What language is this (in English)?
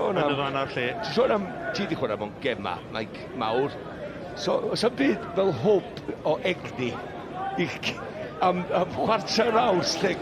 Welsh